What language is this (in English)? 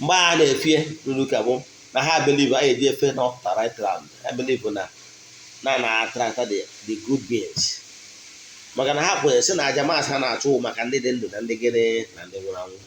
Igbo